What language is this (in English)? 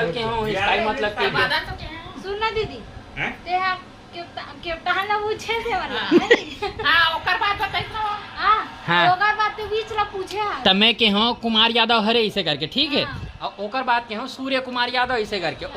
Chhattisgarhi